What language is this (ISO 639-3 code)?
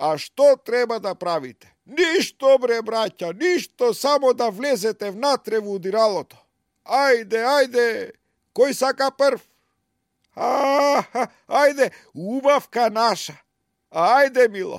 mkd